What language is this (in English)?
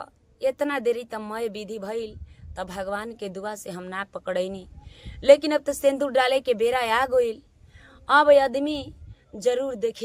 Bhojpuri